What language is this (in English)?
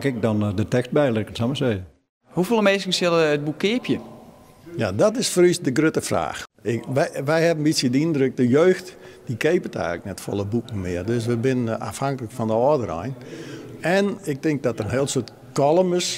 Western Frisian